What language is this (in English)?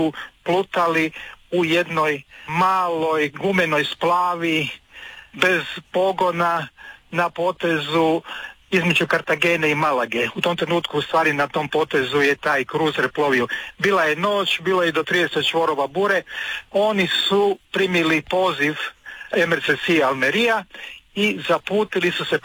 Croatian